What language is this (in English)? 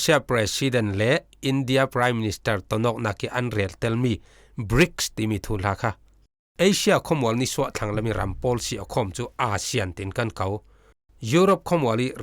Falam Chin